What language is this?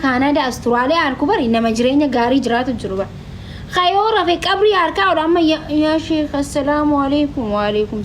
Oromo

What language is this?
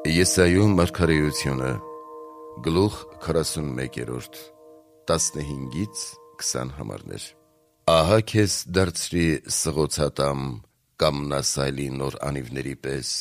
Armenian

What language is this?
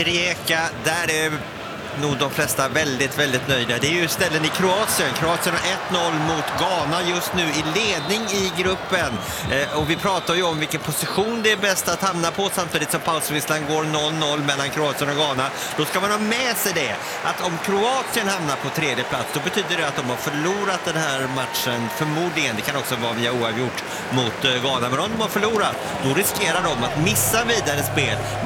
Swedish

